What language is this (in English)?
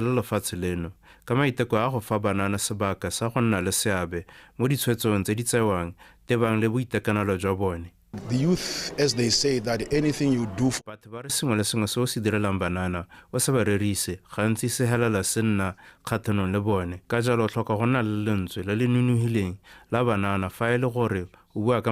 Tswana